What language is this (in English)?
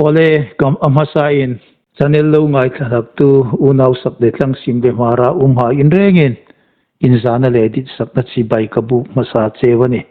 Hmar